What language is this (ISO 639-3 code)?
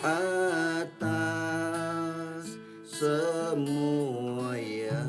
iba